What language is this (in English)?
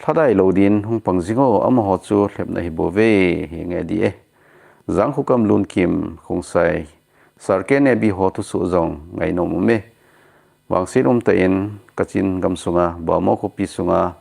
Thado Chin